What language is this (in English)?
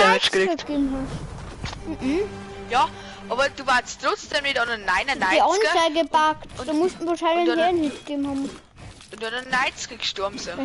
Bavarian